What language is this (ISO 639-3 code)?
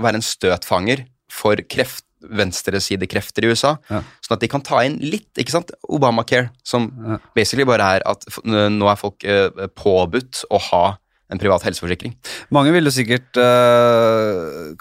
nor